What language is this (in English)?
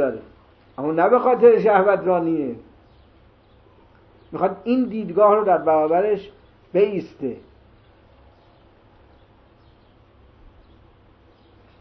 Persian